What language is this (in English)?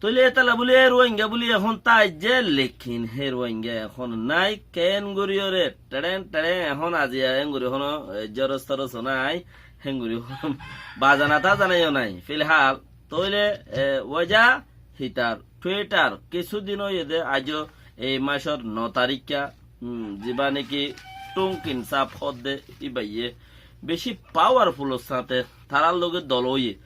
Rohingya